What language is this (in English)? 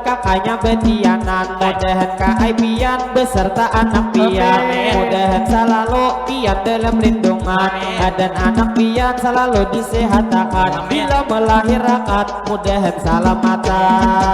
Banjar